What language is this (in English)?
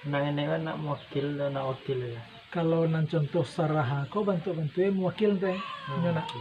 Minangkabau